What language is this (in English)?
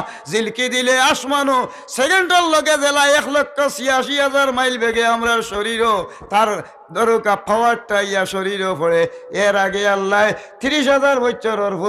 Sylheti